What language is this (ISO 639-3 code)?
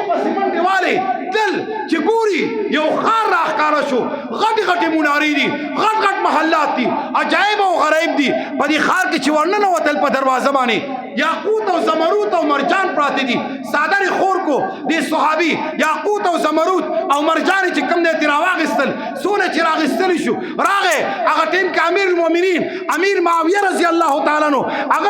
pus